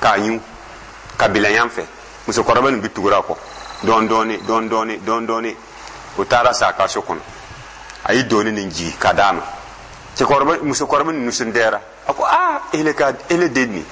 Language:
Dyula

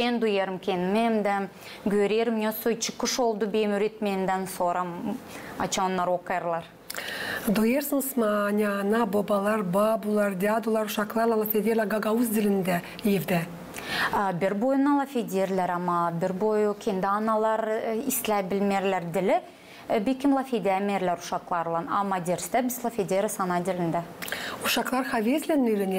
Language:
Gagauz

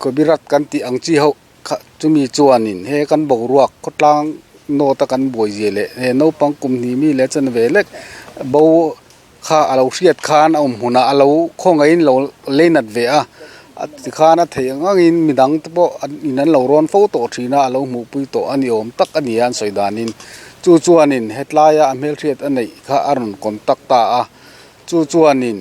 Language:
Mizo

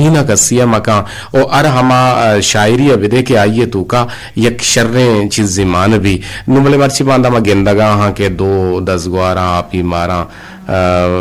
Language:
Eastern Balochi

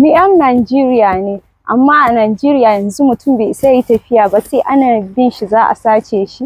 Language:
Hausa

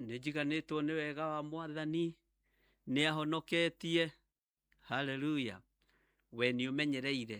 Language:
Kikuyu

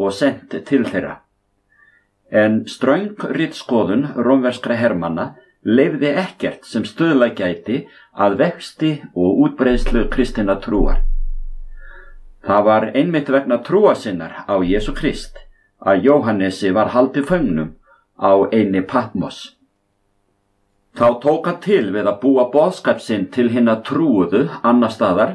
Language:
Icelandic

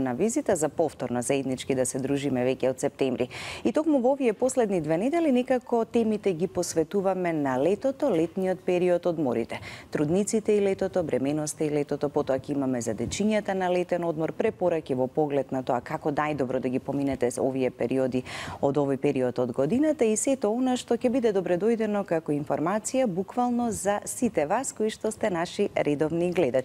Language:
Macedonian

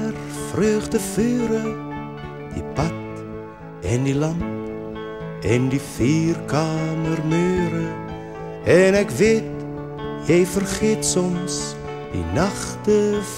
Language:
Afrikaans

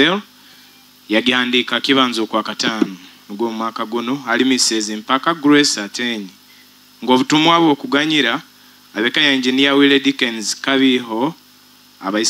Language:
Nyoro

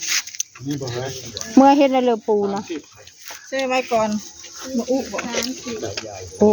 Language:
Northeastern Thai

